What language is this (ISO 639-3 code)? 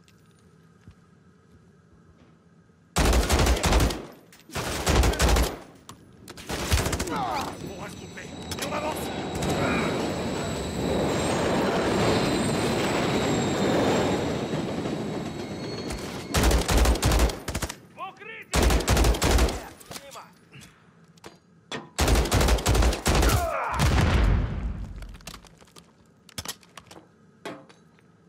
fra